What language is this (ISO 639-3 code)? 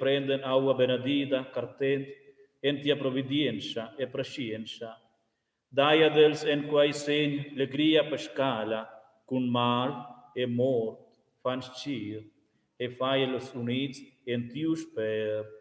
roh